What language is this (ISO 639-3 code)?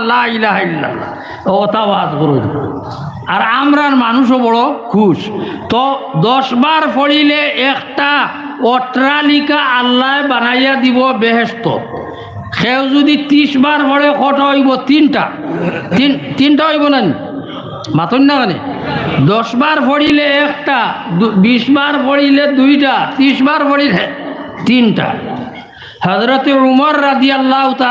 syl